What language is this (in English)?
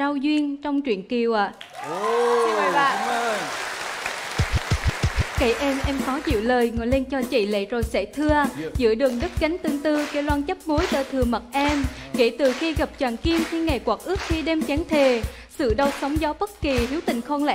Vietnamese